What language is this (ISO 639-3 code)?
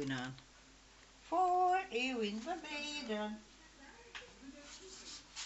nld